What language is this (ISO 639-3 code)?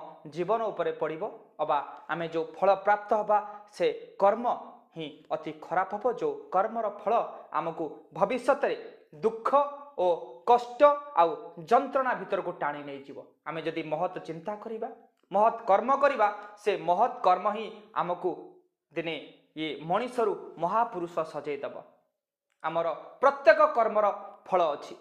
ori